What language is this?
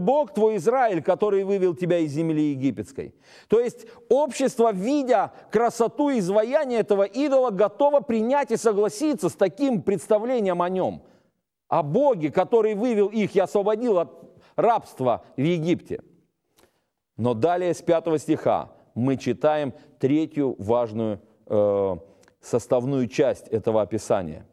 Russian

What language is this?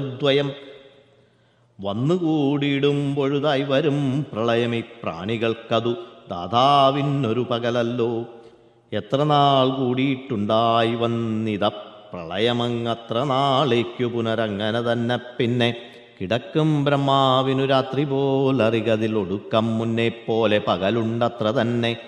Malayalam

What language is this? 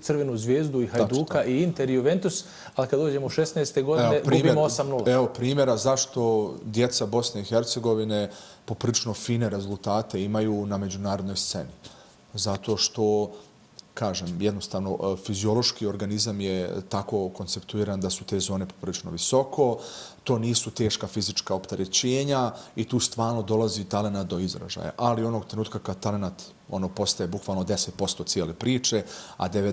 Bosnian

